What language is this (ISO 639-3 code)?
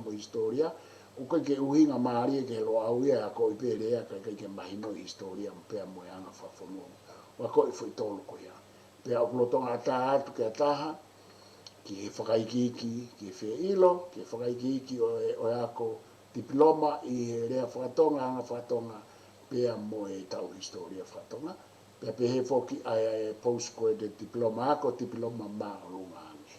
ton